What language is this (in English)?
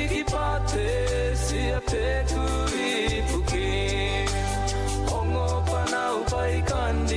Gilbertese